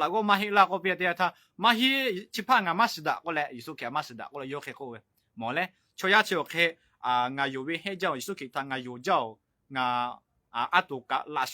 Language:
Lahu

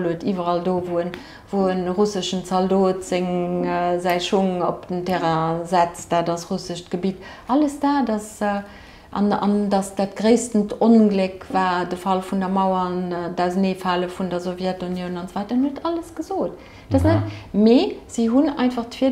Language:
Luxembourgish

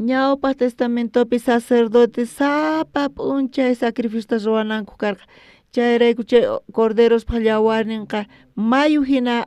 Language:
South Bolivian Quechua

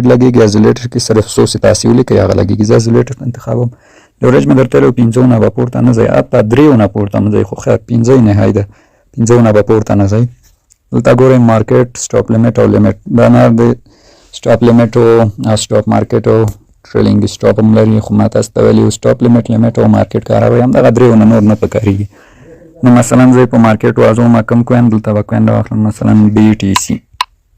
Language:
Pashto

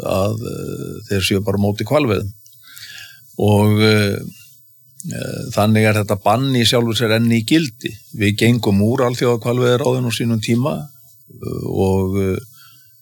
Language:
Icelandic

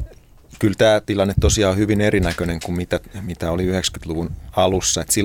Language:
Finnish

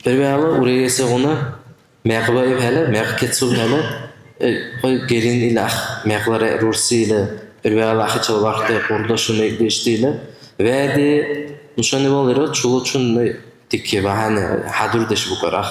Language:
Dargwa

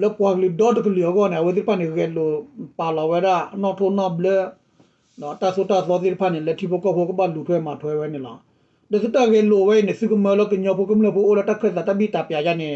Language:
S'gaw Karen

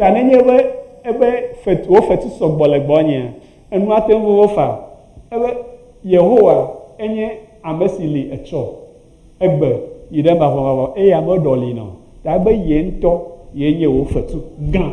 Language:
Ewe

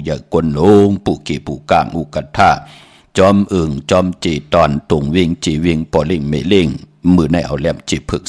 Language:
Shan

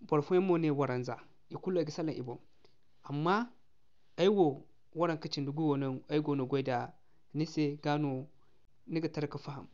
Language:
Zarma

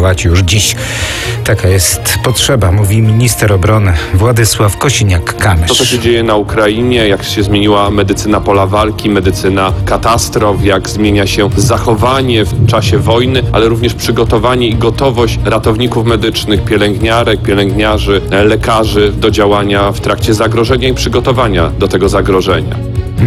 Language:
Polish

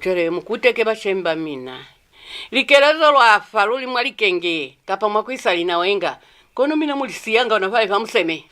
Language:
Lozi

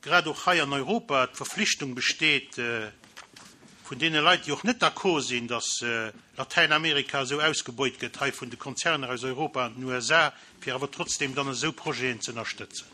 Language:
Luxembourgish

